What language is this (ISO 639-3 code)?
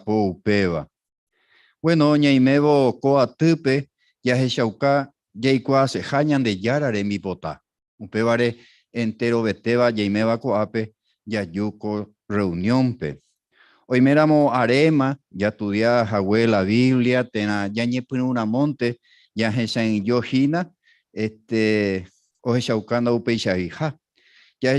grn